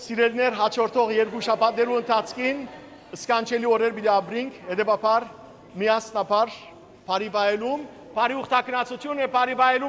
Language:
Western Armenian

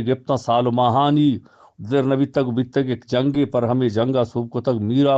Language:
Eastern Balochi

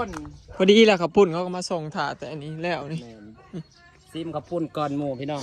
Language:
Northeastern Thai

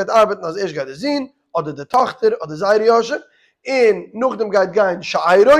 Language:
Yiddish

